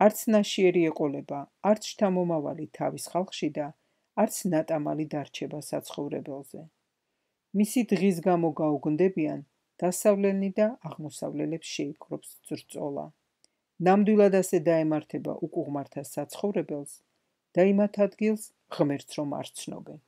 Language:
Georgian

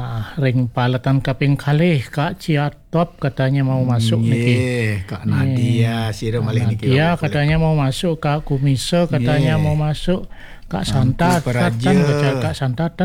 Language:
Balinese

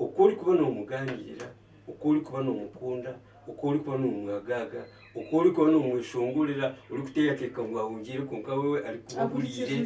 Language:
Nyankole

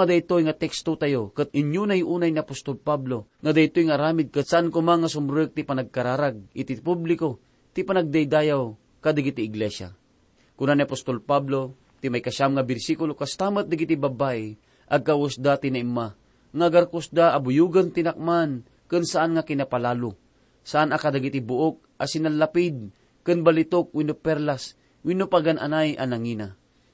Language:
Iloko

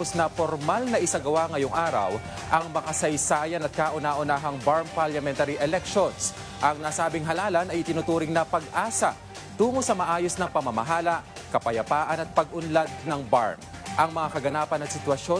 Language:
Filipino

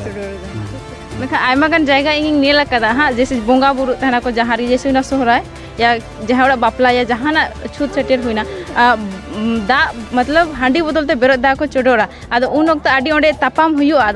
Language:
Santali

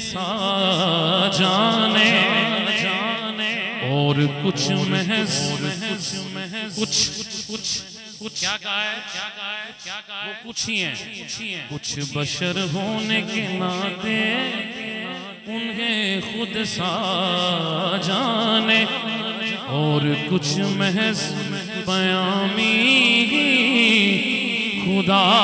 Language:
Urdu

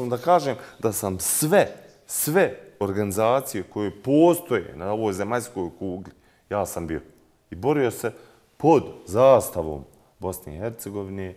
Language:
Bosnian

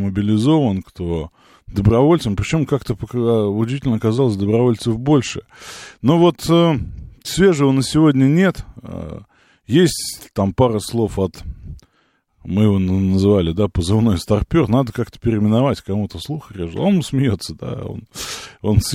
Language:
Russian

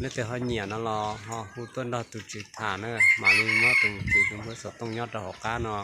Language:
Hmong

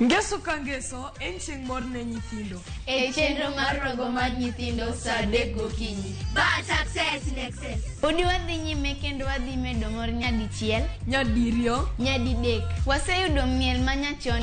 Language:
Luo (Kenya and Tanzania)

